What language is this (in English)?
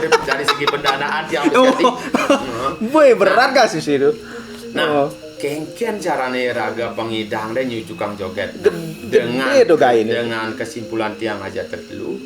Balinese